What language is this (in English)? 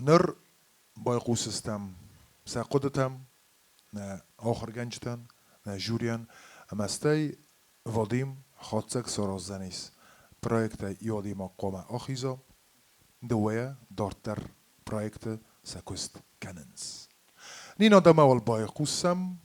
Ossetic